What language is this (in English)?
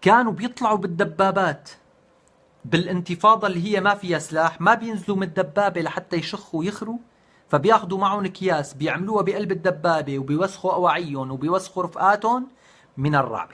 North Levantine Arabic